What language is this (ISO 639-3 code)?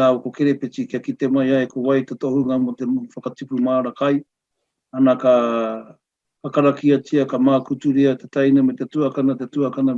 mri